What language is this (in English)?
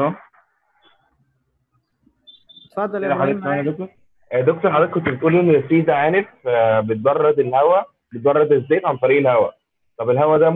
Egyptian Arabic